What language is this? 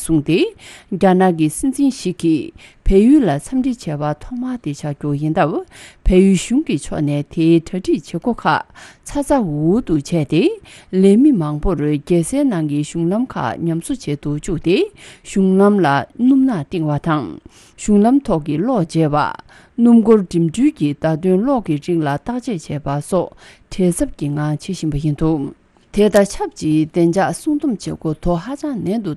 Tibetan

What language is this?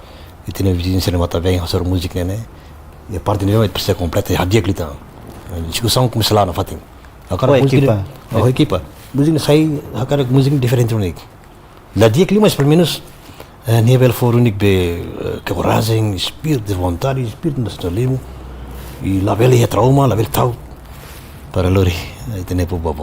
Tetum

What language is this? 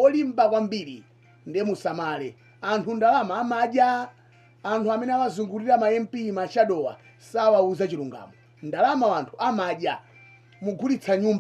Nyanja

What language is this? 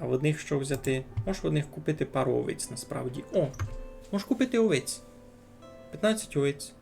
Rusyn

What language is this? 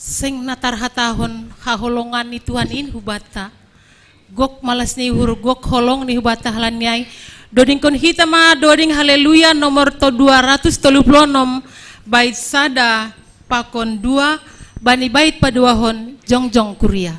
Batak Simalungun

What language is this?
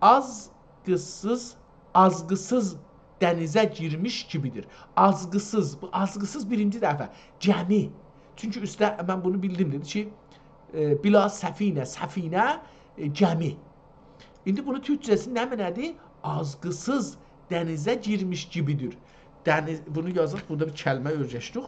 South Azerbaijani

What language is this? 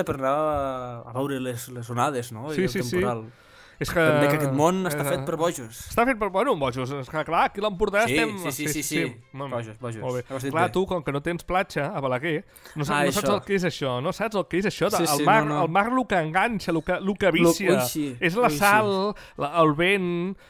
Catalan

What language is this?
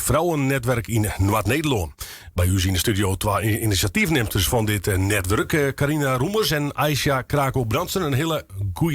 Western Frisian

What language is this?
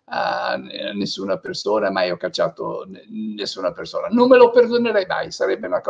Italian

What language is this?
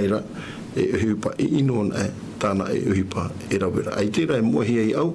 Tahitian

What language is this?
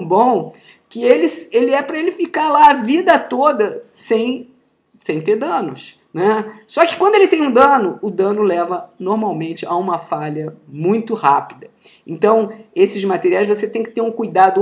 Portuguese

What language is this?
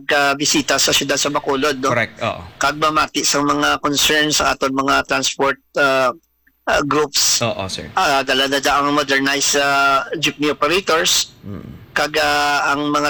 Hiligaynon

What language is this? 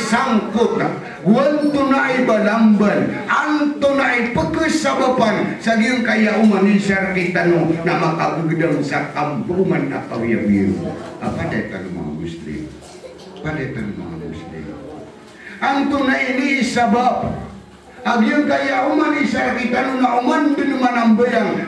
Maranao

